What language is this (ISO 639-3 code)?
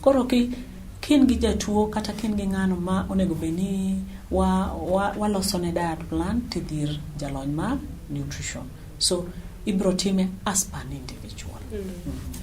luo